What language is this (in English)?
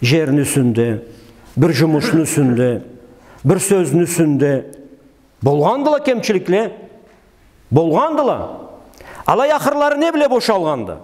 Karachay-Balkar